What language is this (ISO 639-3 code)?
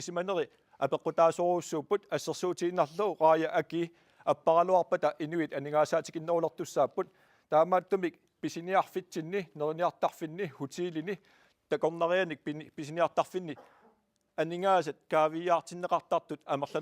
kal